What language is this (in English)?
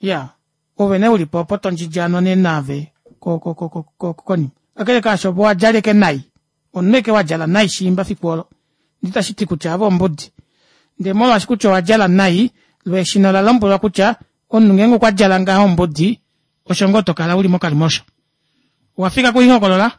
Kuanyama